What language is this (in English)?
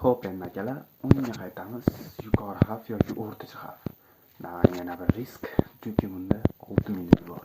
Uzbek